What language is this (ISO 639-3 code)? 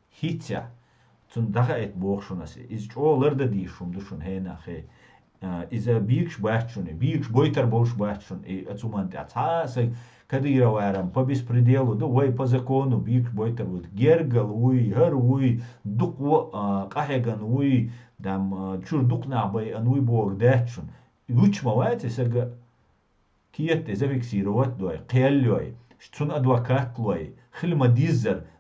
che